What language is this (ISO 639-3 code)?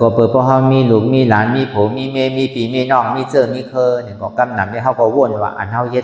shn